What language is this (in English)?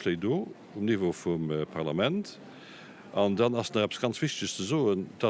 Luxembourgish